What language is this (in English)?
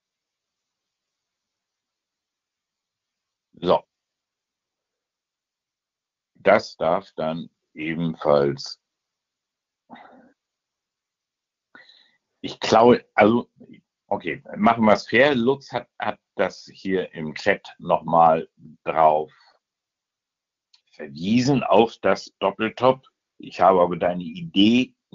German